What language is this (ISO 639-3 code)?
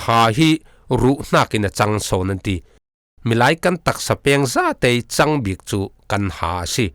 cfm